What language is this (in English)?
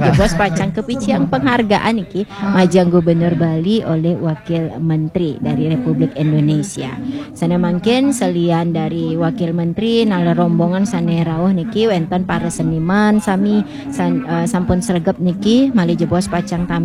Balinese